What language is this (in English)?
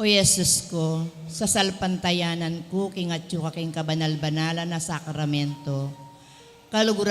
Pampanga